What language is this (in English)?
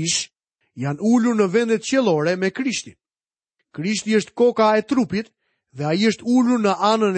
Albanian